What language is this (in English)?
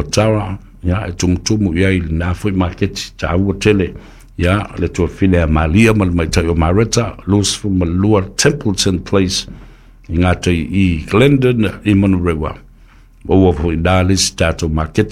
Samoan